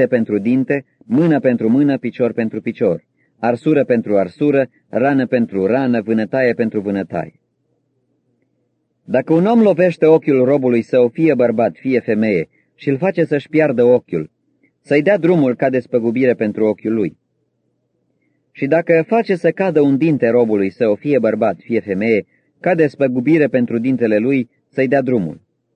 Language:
Romanian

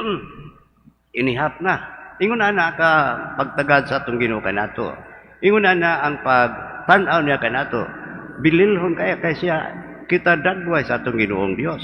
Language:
Cebuano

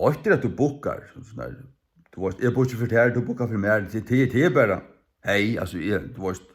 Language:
Faroese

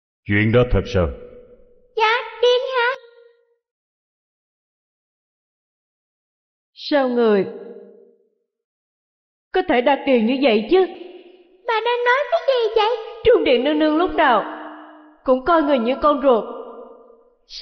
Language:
Vietnamese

